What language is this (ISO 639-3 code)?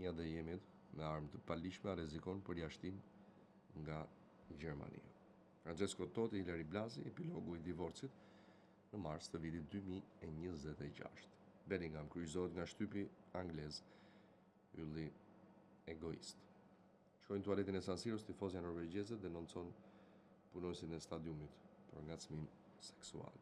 sqi